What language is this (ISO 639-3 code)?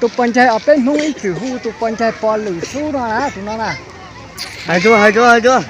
hmn